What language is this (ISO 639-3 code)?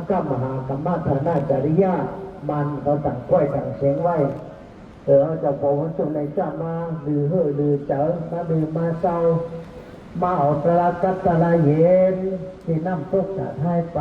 shn